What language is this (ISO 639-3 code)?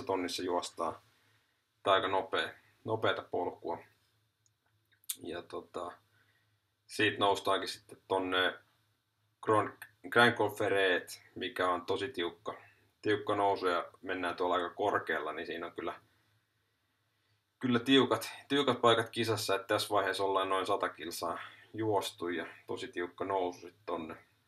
fin